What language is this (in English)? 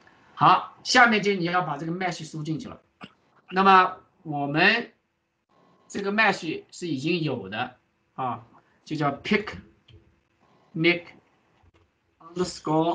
Chinese